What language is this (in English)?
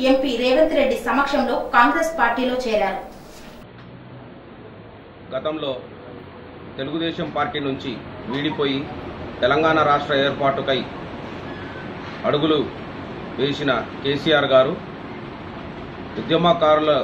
Telugu